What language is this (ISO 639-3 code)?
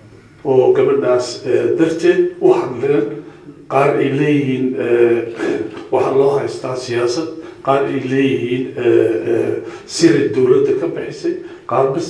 som